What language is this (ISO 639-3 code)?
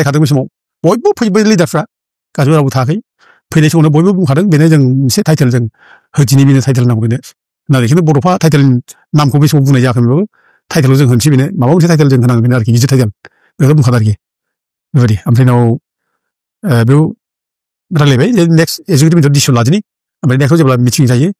brx